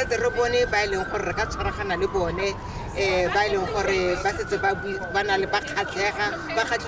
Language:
Tswana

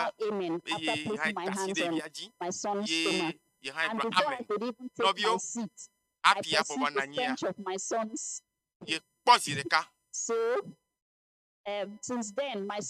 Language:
Ewe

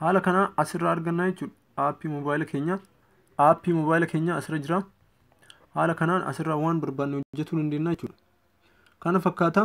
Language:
Oromo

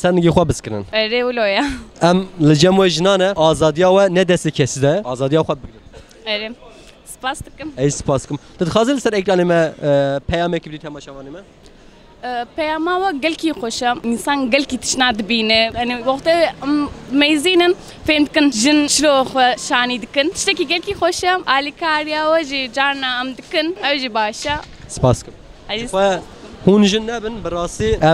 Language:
Kurdish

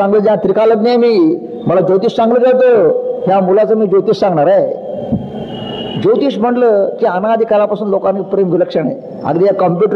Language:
Marathi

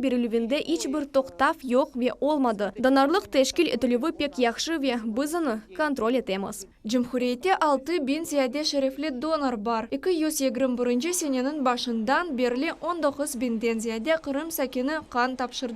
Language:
Crimean Tatar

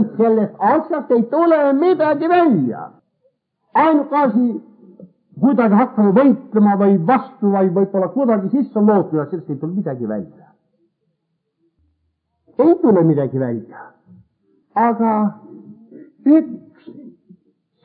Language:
Estonian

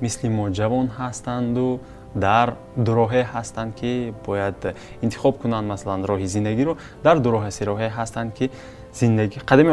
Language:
Tajik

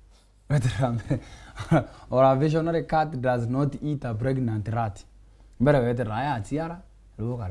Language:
Meru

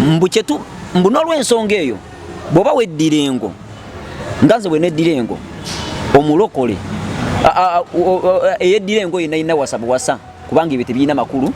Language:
Ganda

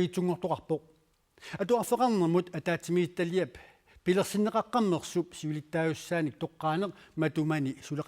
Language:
Kalaallisut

